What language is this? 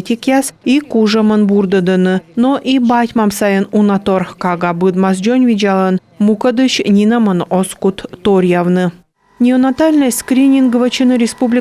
Komi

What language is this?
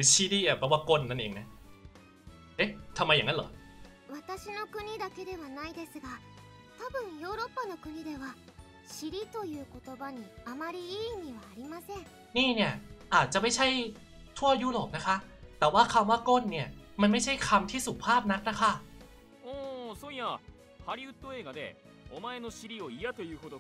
Thai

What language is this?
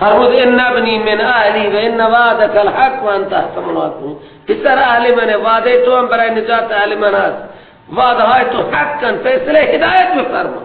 Persian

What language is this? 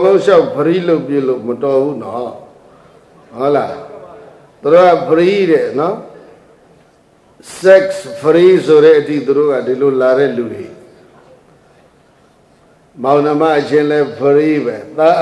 Burmese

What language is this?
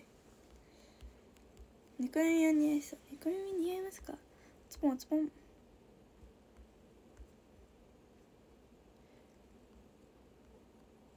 Japanese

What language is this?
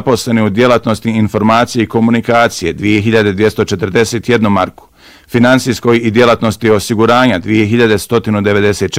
Bosnian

